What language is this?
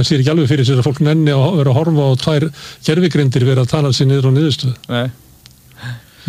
Icelandic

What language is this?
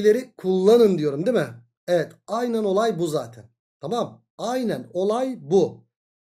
Turkish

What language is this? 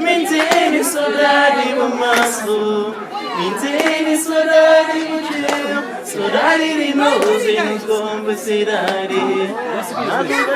Kabuverdianu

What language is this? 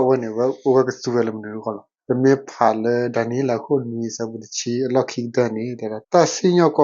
S'gaw Karen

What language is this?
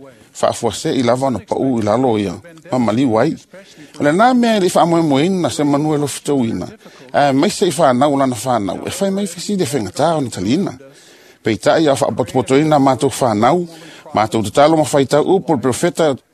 Samoan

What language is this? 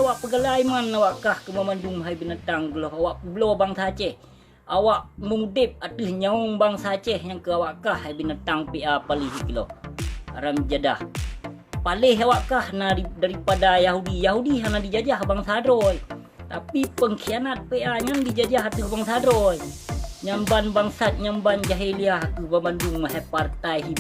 Achinese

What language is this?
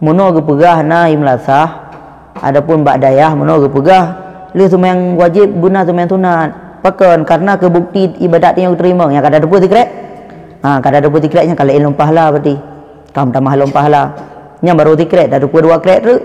Achinese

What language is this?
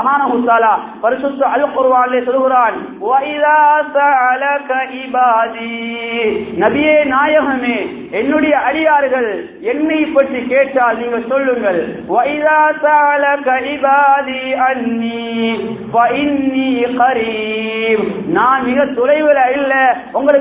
Tamil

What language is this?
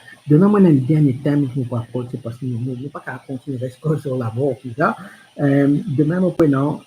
Morisyen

